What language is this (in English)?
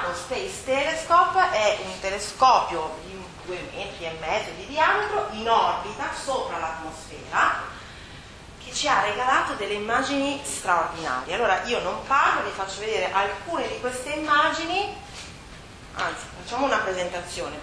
Italian